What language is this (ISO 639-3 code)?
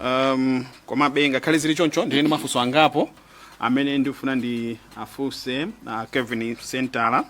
nya